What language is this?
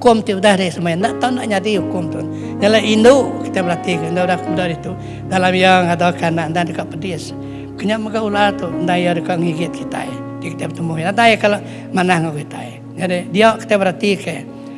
Iban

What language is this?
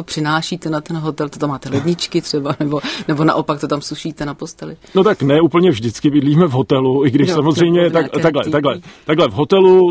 Czech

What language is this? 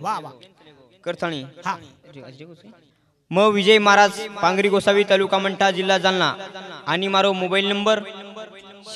Lambadi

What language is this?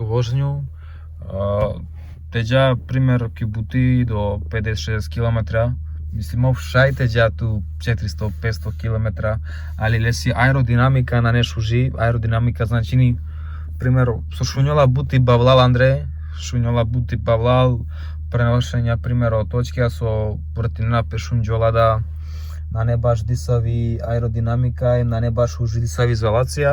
Romany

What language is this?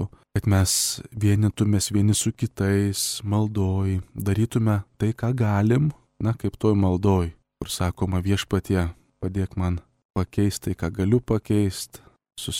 Lithuanian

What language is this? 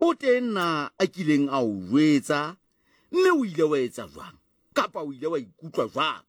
Southern Sotho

